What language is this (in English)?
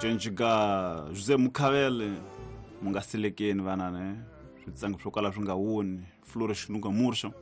Tsonga